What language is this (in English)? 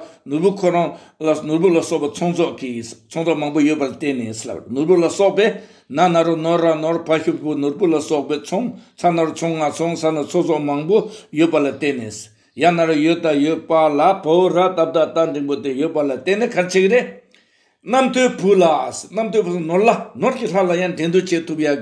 Tibetan